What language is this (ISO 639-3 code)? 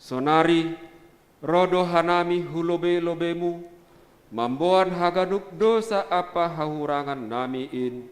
bts